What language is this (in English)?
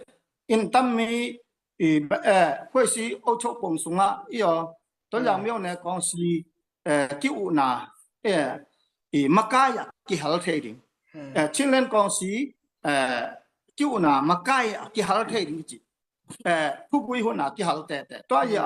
Tedim Chin